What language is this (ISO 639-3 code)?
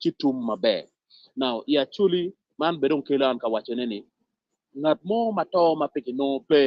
ach